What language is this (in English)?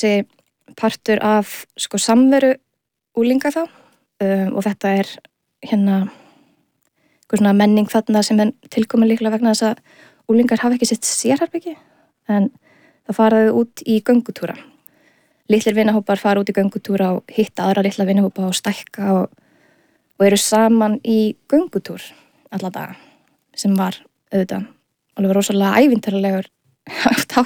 Icelandic